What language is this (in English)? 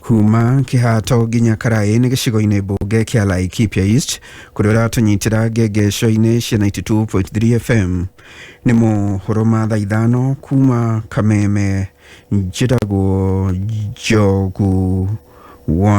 Kikuyu